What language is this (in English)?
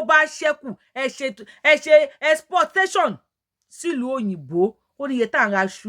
Yoruba